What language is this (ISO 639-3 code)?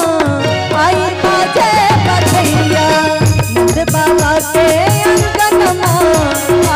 bho